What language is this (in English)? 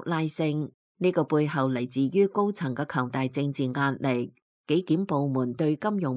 Cantonese